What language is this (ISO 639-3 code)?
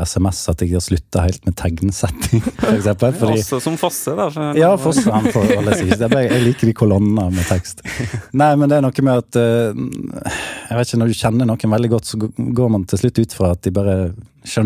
nor